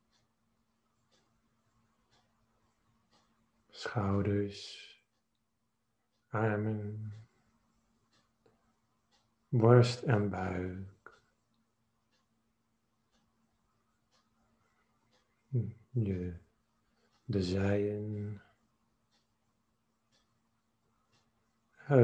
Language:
Dutch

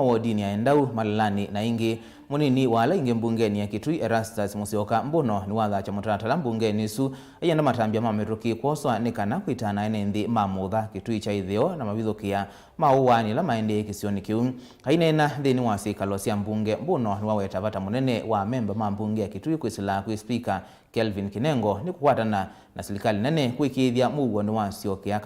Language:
Kamba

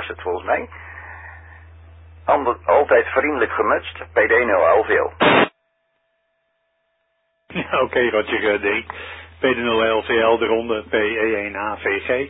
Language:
Dutch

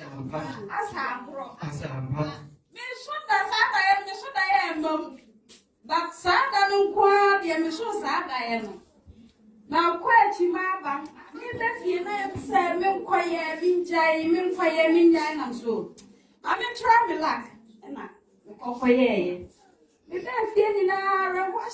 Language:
Akan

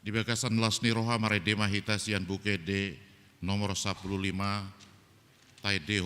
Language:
Batak Toba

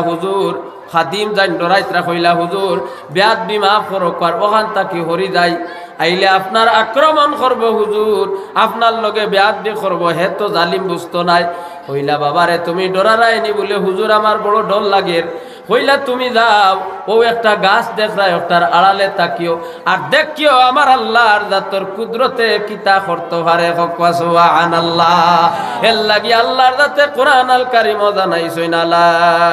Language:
Sylheti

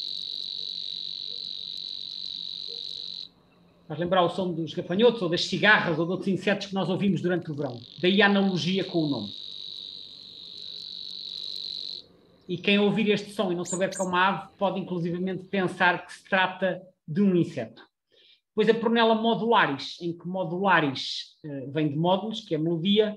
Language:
Portuguese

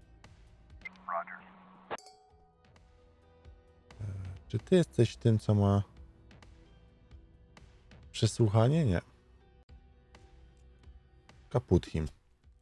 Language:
Polish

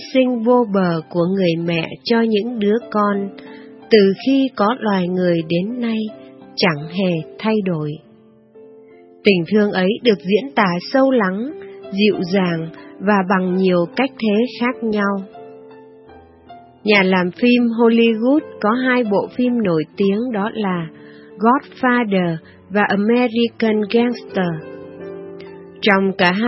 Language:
Vietnamese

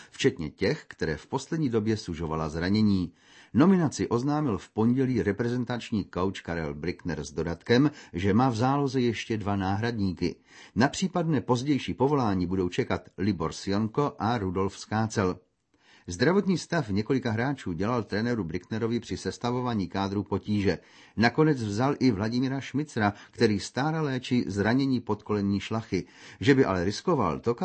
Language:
Czech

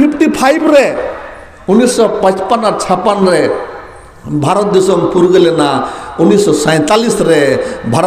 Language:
Santali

